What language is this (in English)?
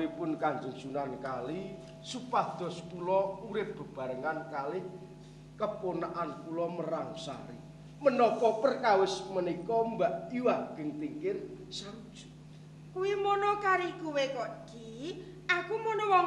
Javanese